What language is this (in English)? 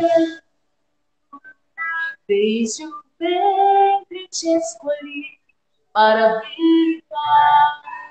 Portuguese